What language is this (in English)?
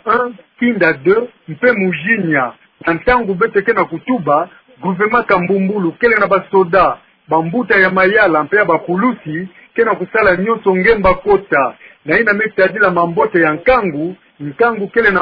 Kituba (Democratic Republic of Congo)